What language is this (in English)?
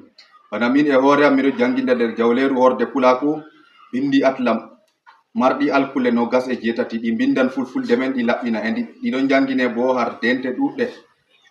Fula